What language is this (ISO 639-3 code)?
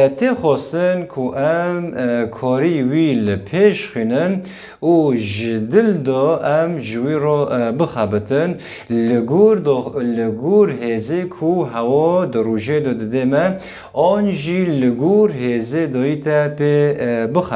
kur